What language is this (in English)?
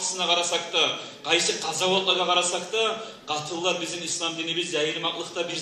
Kumyk